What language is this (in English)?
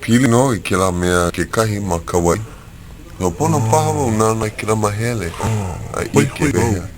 Hawaiian